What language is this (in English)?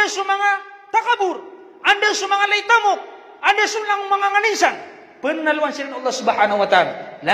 Maranao